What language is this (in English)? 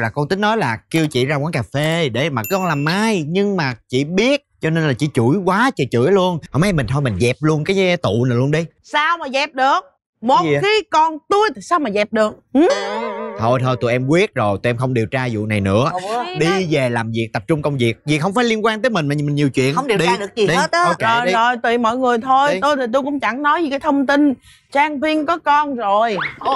Vietnamese